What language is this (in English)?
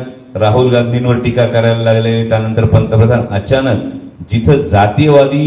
Marathi